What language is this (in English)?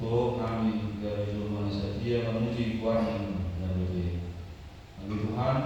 Batak Toba